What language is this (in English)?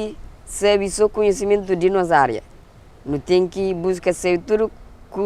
Kabuverdianu